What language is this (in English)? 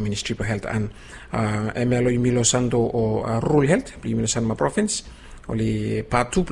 Bislama